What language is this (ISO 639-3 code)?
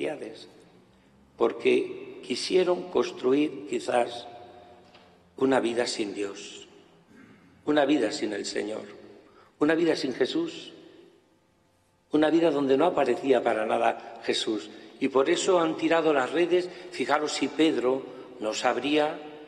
spa